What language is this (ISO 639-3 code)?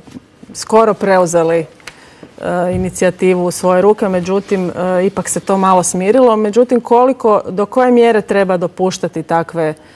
hrv